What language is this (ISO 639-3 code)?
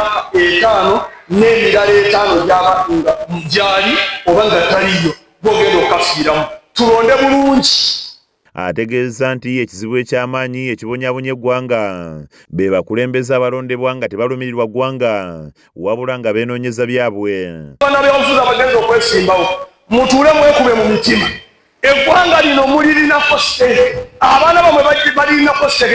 lug